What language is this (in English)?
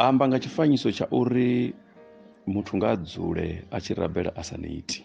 Venda